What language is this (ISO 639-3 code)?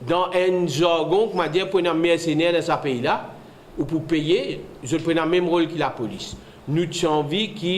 mfe